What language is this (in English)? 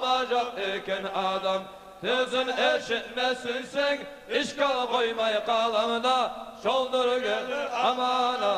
Kumyk